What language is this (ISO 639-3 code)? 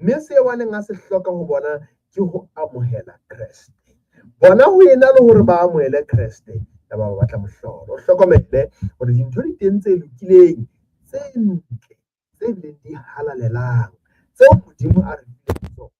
sot